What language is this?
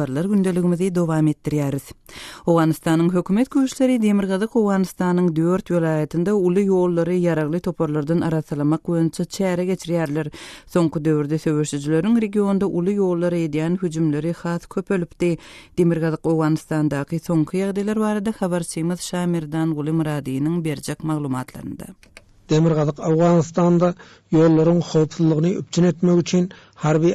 Turkmen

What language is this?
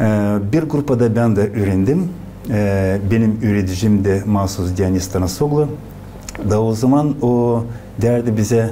Gagauz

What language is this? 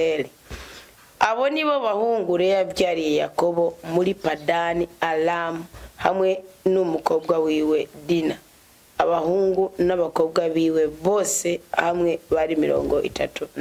Rundi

